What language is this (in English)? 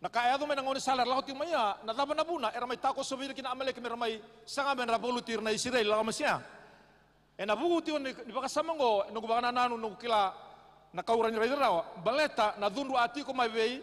Fijian